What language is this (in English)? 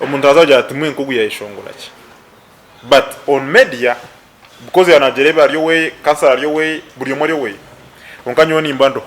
Nyankole